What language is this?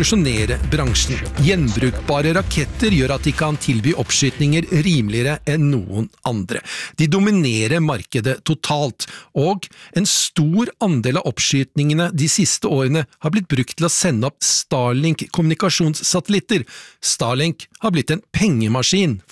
Norwegian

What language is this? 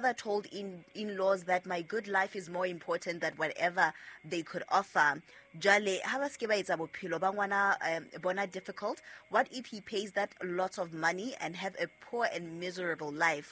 Southern Sotho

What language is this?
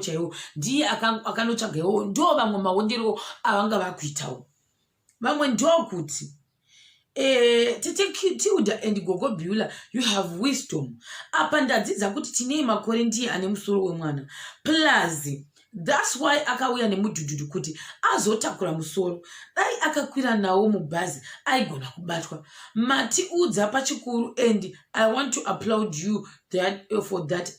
Shona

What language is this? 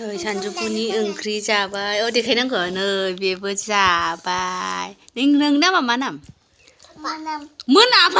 Bodo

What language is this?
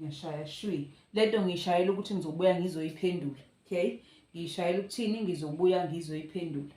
Zulu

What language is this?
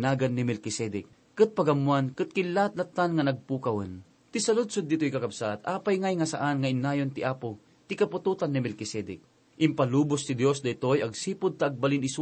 Iloko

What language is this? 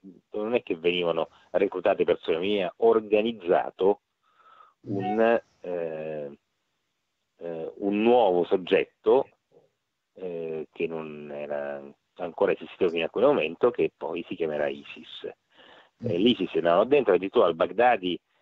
Italian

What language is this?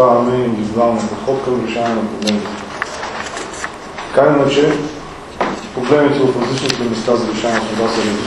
Bulgarian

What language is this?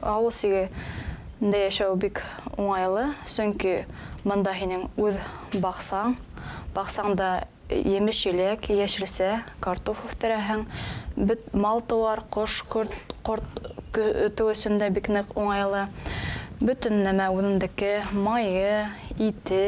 Bashkir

